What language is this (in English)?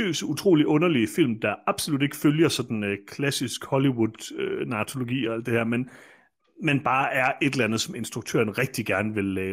Danish